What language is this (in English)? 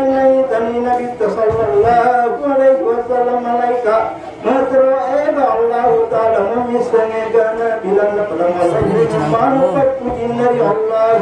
Buginese